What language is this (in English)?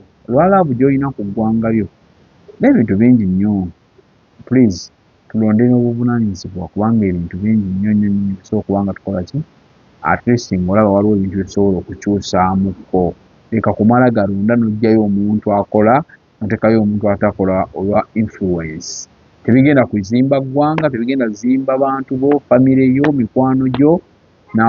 Ganda